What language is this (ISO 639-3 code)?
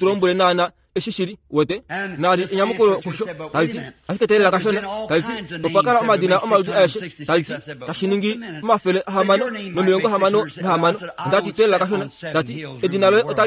kua